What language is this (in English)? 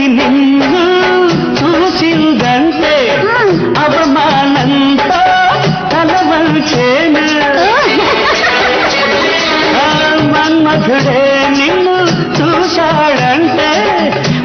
Telugu